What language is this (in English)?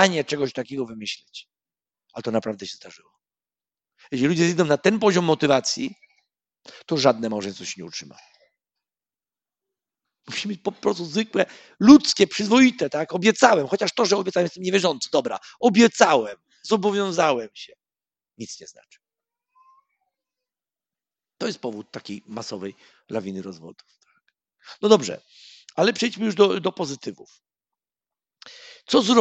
Polish